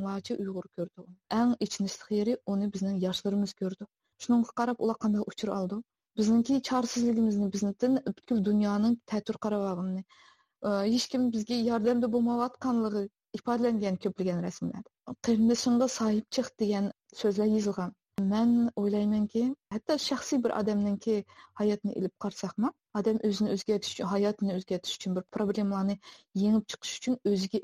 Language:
Uyghur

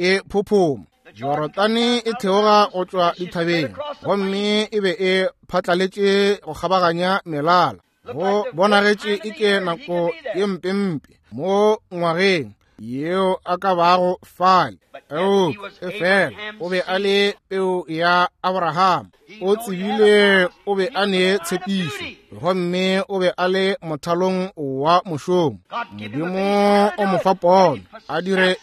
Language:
Northern Sotho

